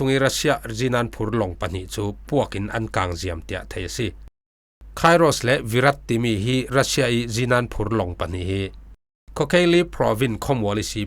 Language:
Falam Chin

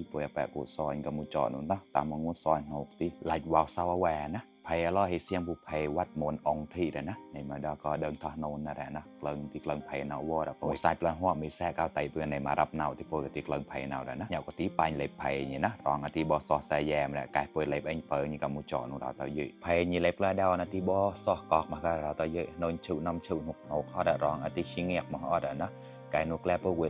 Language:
Mon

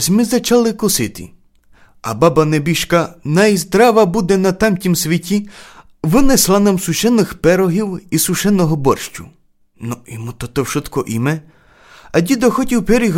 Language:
Rusyn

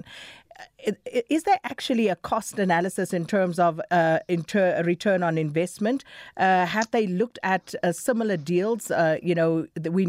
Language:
English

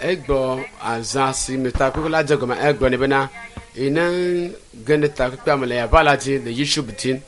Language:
Ewe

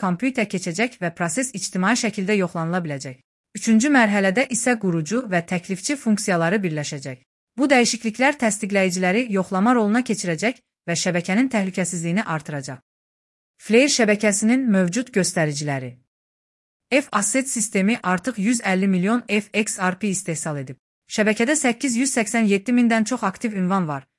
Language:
Azerbaijani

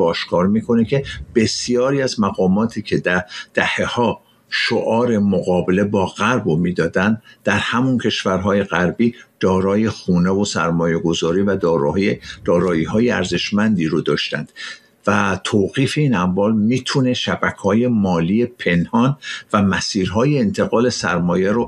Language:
Persian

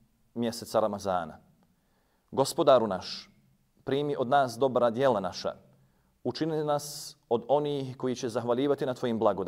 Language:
Bosnian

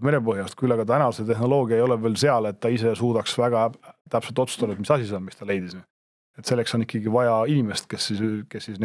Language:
Estonian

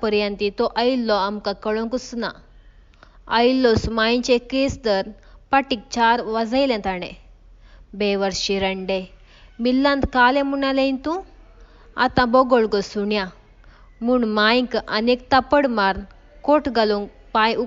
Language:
Konkani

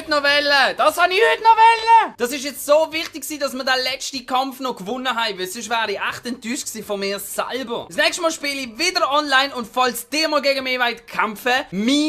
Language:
Swiss German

